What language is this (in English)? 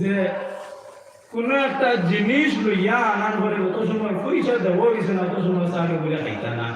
Sylheti